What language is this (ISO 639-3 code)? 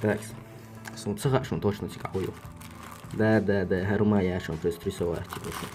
che